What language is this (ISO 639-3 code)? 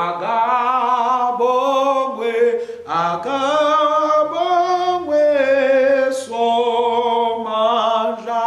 ssw